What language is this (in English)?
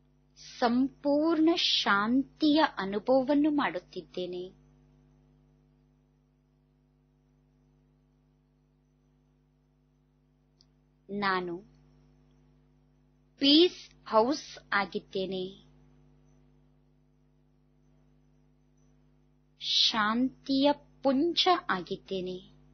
Kannada